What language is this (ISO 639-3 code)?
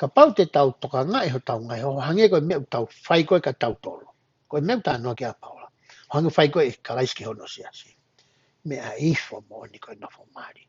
ton